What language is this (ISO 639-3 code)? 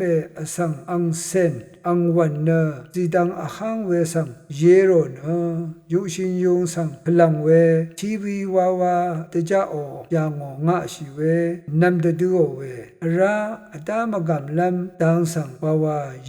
raw